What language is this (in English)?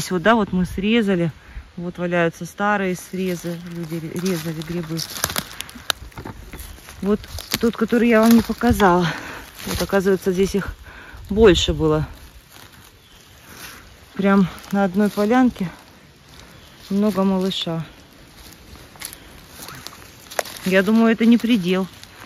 Russian